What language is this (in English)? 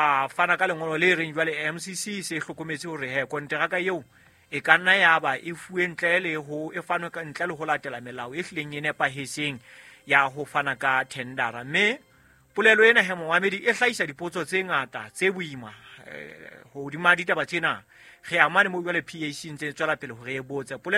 Southern Sotho